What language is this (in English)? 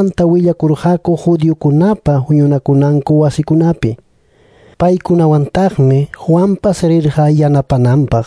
Quechua